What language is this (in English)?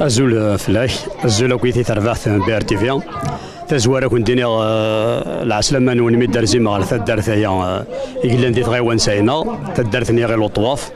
Kabyle